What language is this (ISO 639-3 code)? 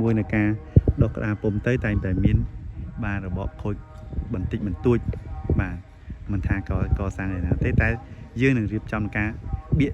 khm